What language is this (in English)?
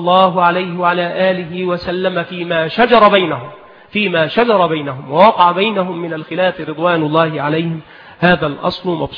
Arabic